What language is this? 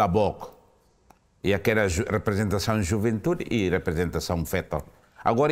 Tetum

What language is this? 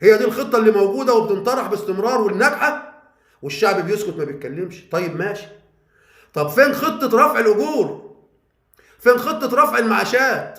Egyptian Arabic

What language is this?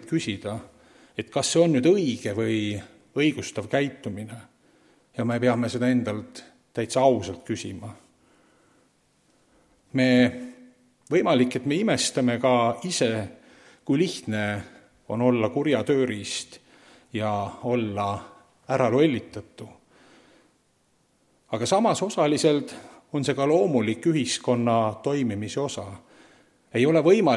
Estonian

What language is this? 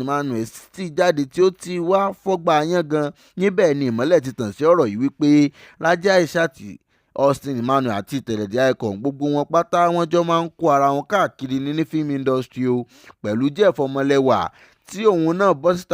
Yoruba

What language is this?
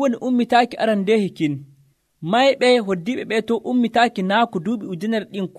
Nigerian Fulfulde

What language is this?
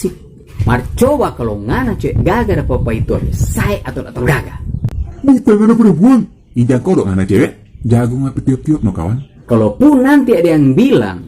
Manado Malay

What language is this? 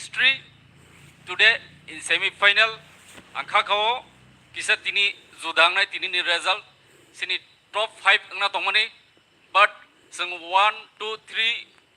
Kok Borok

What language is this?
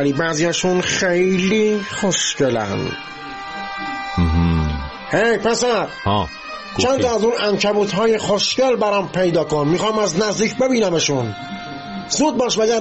Persian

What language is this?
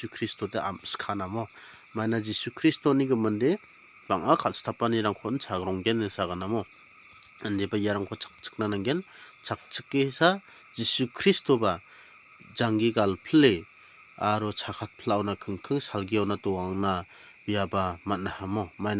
Garo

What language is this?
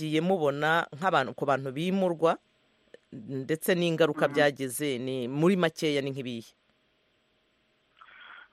Kinyarwanda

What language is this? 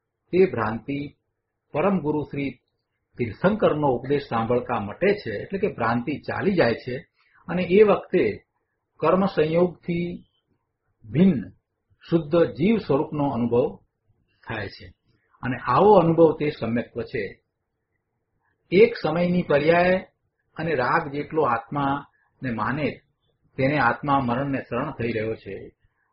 Gujarati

